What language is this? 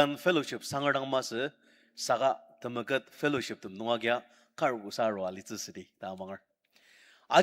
Ao Naga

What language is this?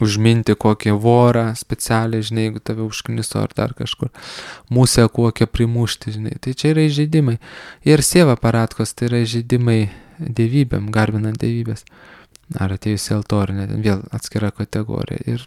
Lithuanian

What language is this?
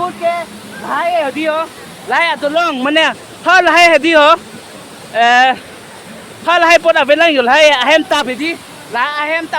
Karbi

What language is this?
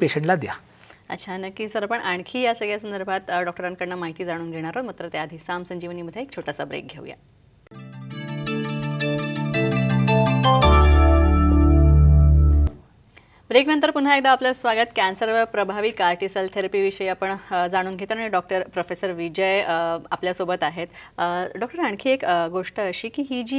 Marathi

